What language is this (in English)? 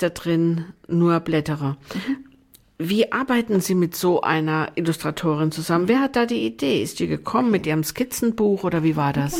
German